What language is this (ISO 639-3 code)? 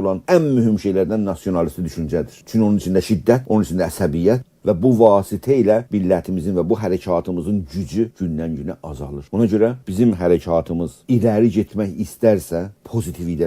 azb